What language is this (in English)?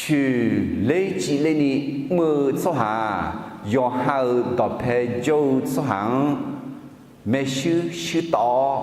Akha